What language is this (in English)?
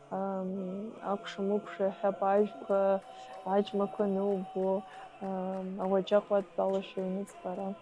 Abkhazian